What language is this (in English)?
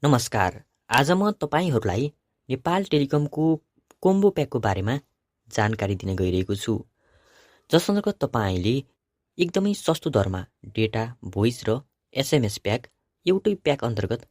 Nepali